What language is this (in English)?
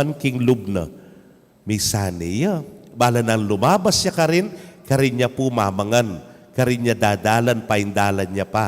Pampanga